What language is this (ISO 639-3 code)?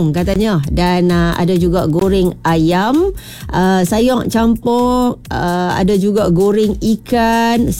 msa